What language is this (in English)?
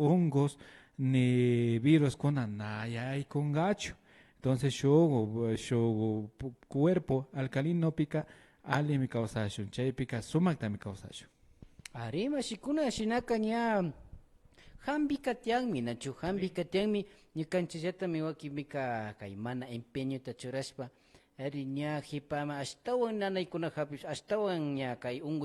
Imbabura Highland Quichua